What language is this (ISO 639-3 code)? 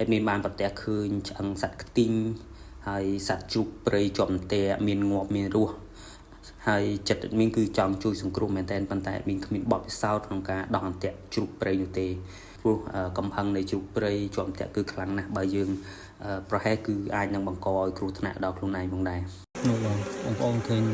khm